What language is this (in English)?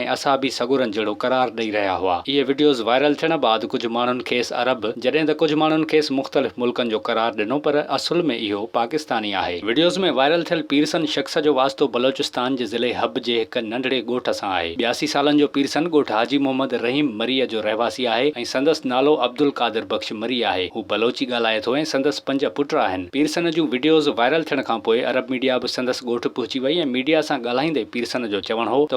Sindhi